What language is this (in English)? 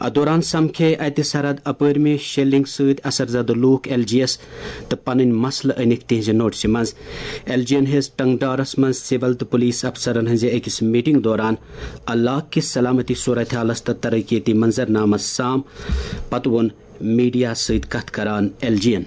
Kashmiri